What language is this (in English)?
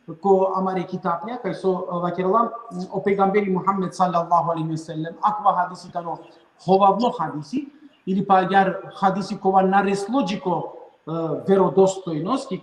Balkan Romani